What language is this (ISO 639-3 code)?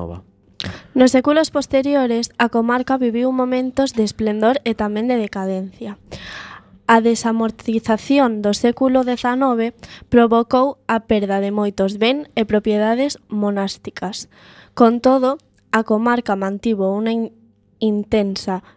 glg